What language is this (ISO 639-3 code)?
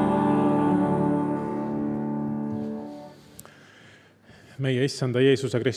est